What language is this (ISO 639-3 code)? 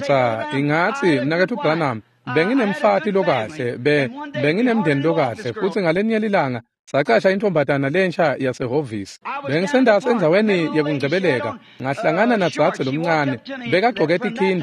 ssw